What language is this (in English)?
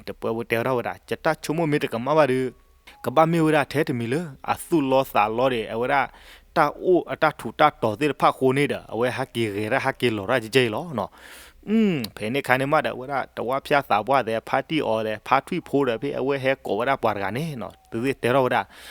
S'gaw Karen